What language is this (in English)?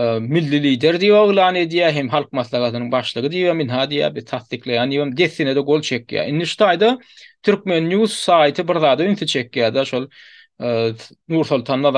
Turkmen